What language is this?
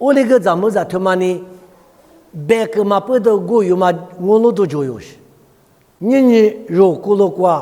Lisu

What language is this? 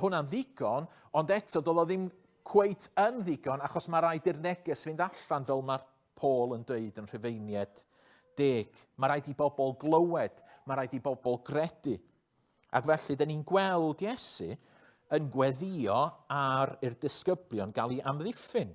Welsh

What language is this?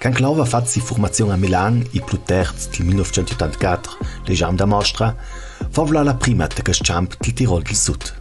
Ladin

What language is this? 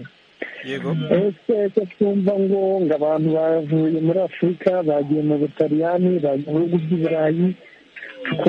Kinyarwanda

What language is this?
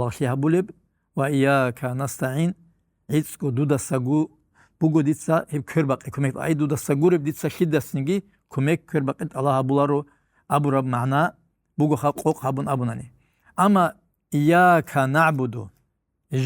Avaric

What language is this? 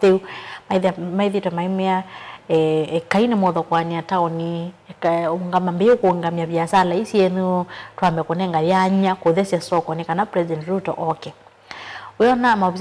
Kamba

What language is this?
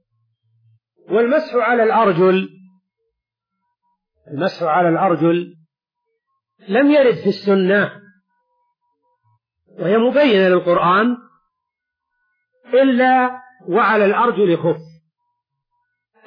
Arabic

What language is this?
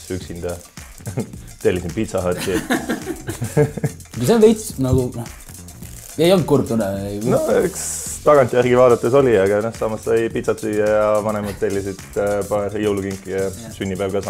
Estonian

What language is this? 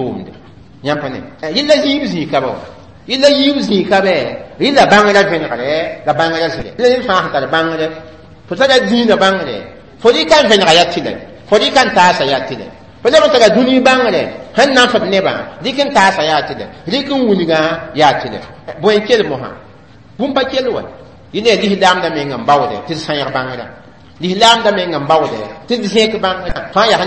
Mossi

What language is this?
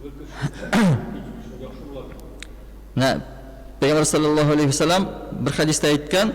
Tatar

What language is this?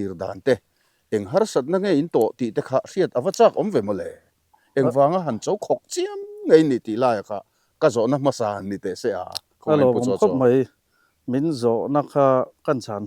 Mizo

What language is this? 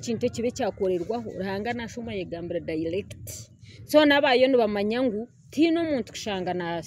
Nyankole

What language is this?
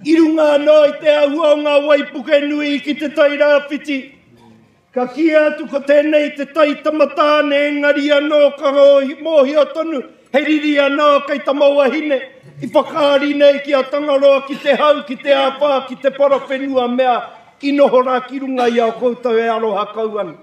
Māori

